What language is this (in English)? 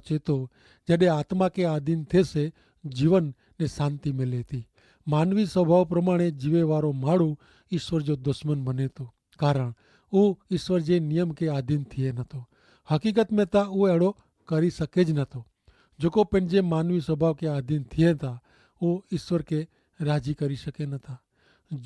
Kachhi